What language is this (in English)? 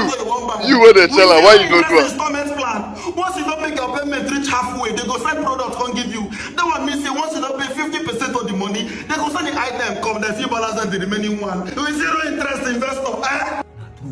Nigerian Pidgin